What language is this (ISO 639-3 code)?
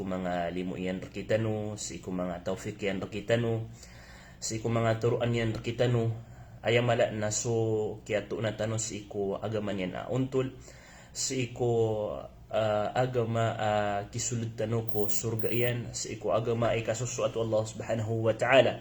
mrw